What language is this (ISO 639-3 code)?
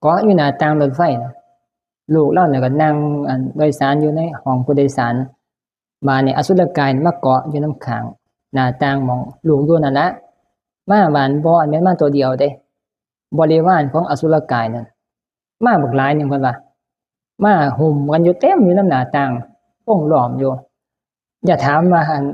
tts